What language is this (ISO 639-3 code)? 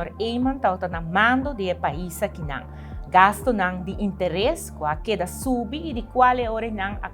pap